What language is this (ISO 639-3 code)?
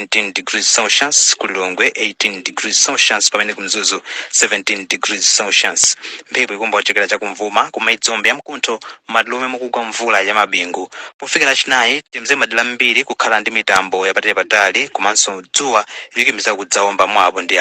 nya